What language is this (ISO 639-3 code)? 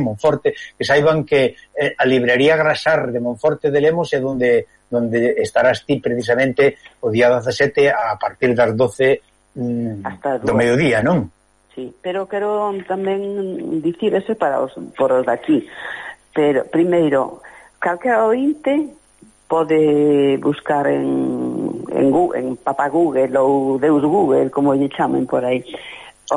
glg